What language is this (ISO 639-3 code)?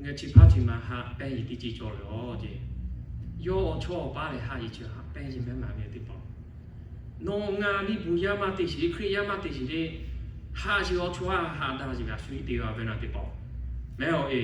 lhu